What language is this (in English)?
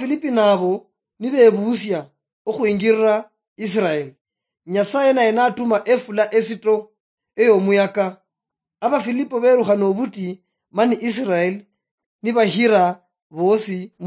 Luyia